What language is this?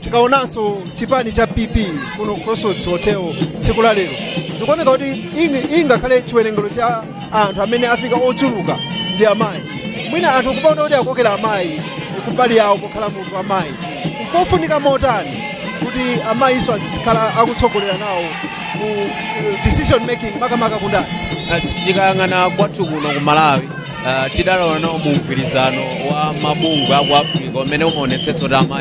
Nyanja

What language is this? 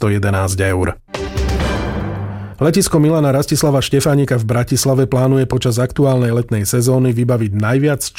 Slovak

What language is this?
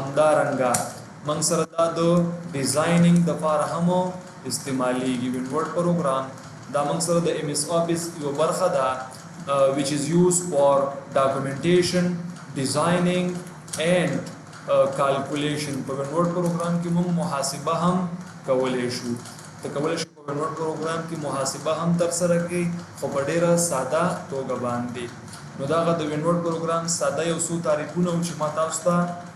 Pashto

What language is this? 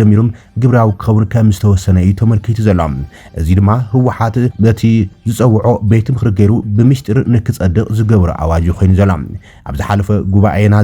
Tigrinya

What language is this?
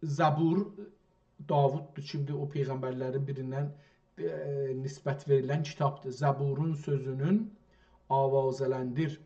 South Azerbaijani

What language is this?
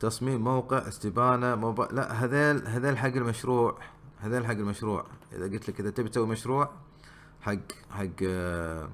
Gulf Arabic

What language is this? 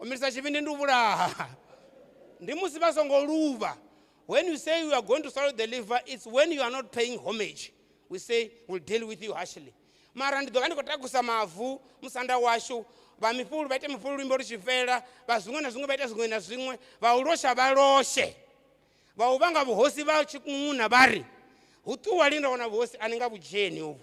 Venda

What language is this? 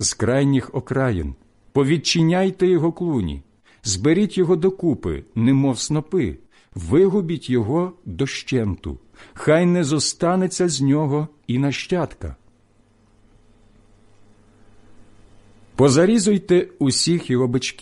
Ukrainian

